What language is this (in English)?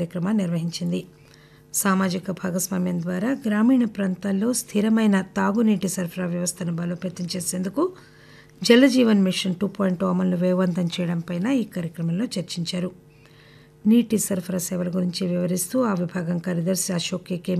Telugu